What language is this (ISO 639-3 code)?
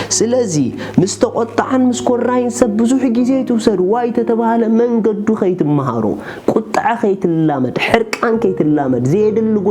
tir